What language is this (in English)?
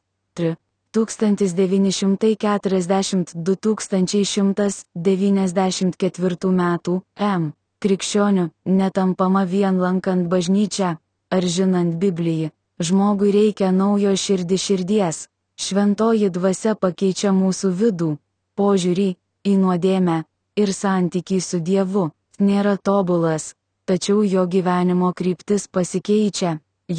Lithuanian